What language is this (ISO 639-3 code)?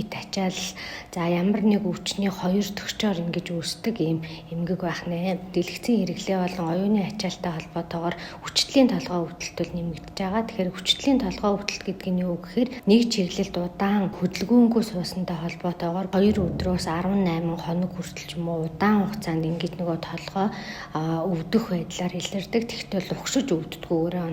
mon